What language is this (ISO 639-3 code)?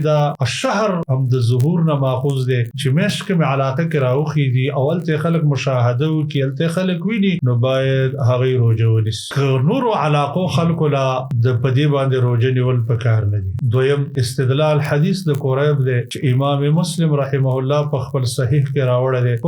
pus